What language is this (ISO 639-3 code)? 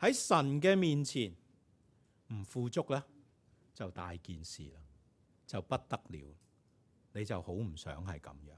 yue